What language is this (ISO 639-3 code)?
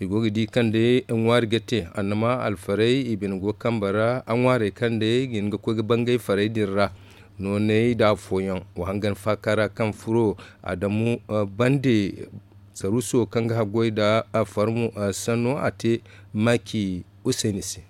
dje